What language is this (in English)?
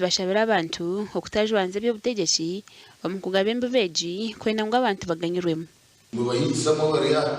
Nyankole